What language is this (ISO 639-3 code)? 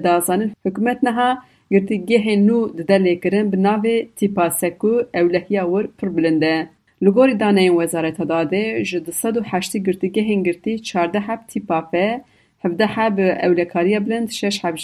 kur